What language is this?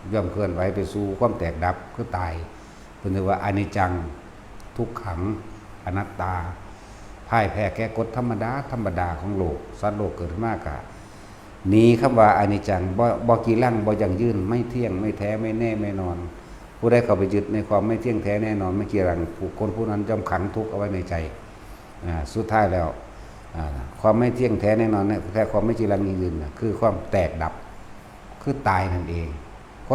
Northeastern Thai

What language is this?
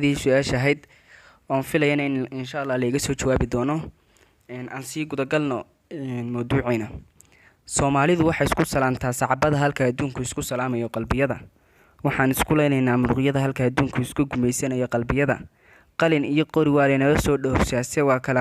Somali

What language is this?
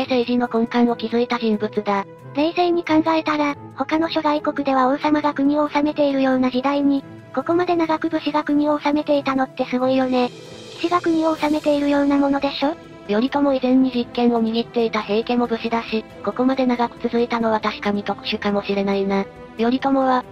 Japanese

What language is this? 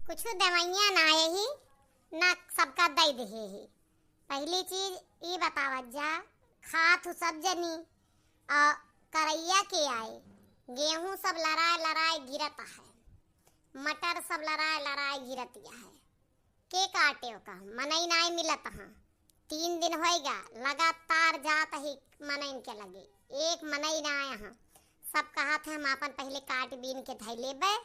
Awadhi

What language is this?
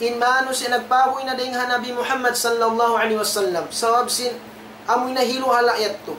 Tausug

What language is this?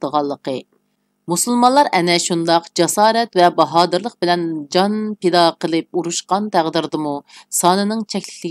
Uyghur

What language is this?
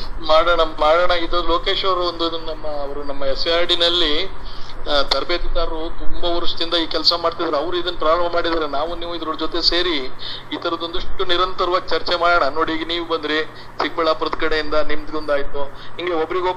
Kannada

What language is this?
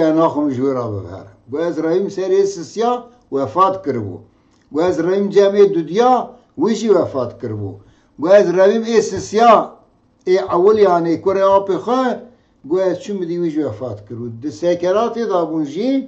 Kurdish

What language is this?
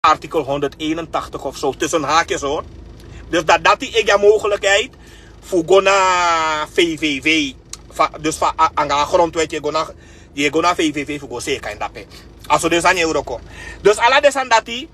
Sranan Tongo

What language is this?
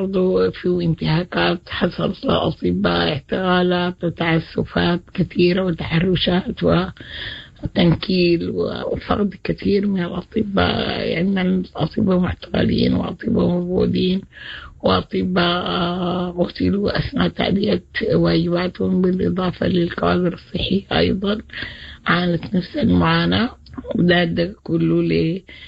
Sudanese Arabic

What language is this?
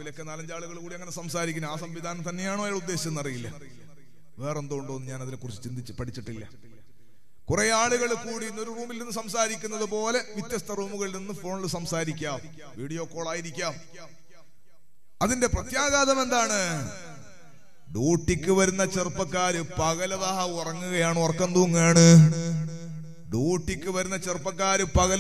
Malayalam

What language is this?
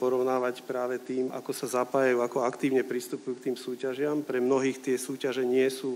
Slovak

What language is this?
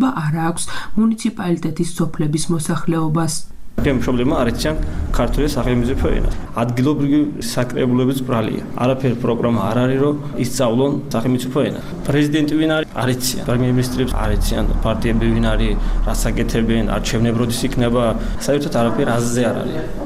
Georgian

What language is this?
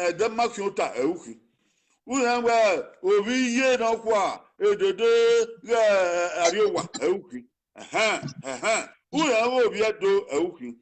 Bini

